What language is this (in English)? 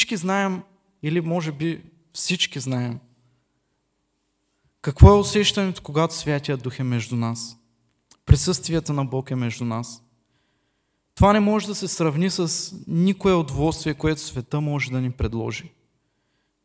Bulgarian